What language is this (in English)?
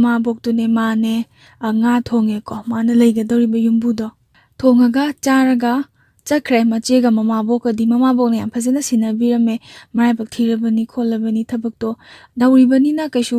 Manipuri